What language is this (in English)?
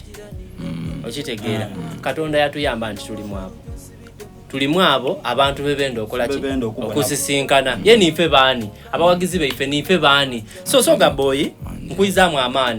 Soga